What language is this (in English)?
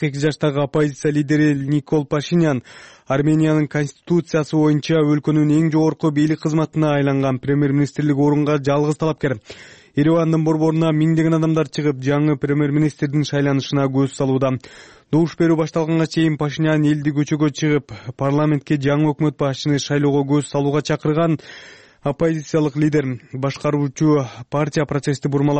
Kyrgyz